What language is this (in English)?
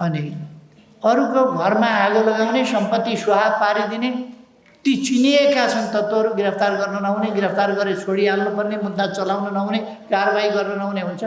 Nepali